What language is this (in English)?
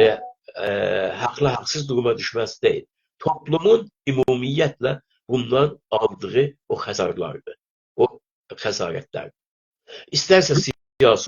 South Azerbaijani